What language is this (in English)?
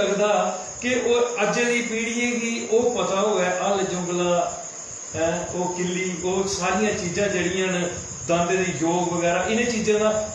Dogri